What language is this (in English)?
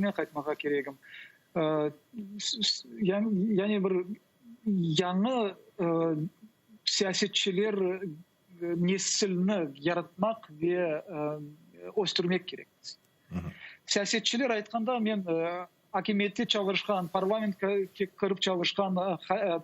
Crimean Tatar